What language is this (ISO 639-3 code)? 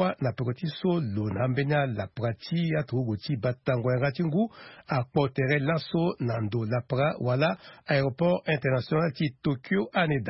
sag